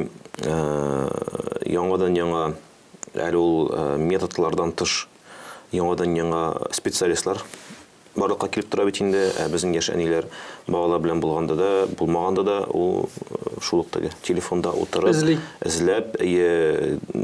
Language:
Tatar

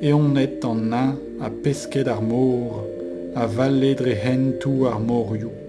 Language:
Breton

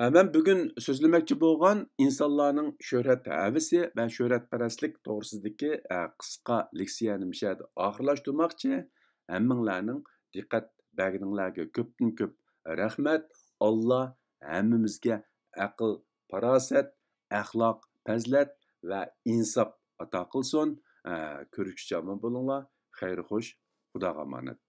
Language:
Uyghur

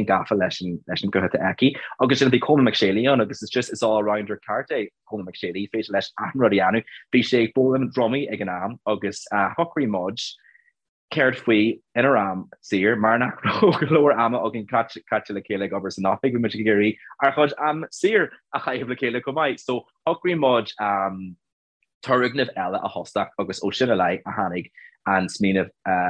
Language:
Irish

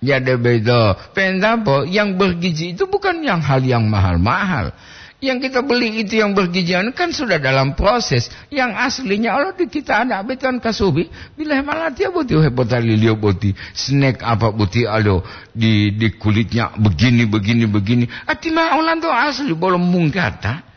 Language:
Gorontalo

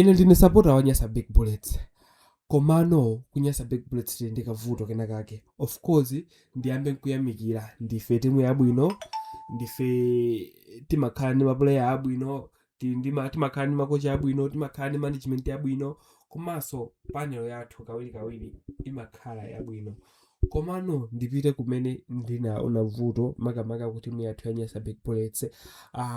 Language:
Nyanja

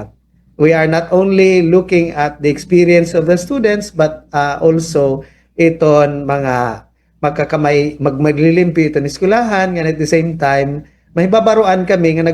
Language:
Waray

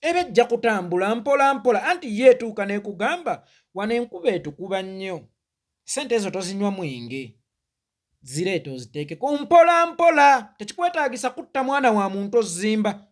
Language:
Ganda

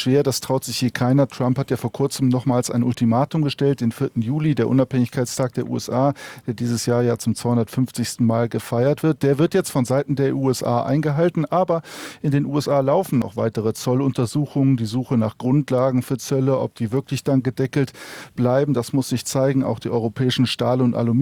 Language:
German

